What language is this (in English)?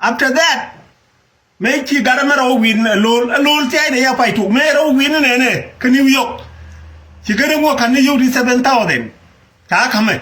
Nuer